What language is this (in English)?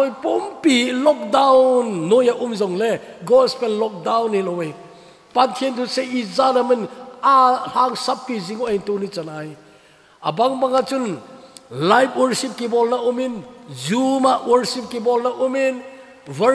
Thado Chin